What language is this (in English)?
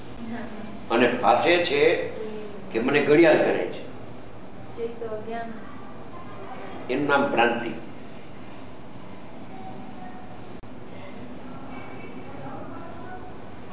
Gujarati